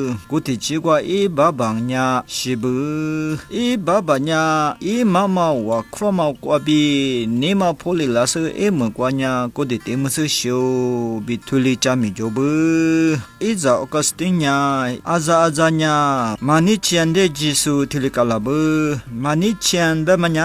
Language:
Lisu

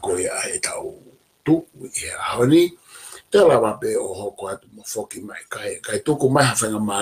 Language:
Tongan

